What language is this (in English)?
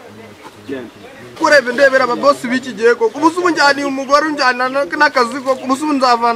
Kinyarwanda